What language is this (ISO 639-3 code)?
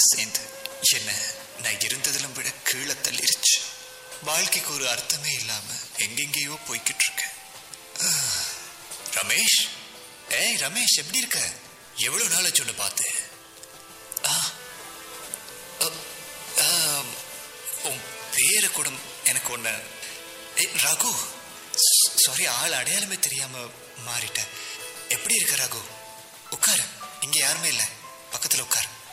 tam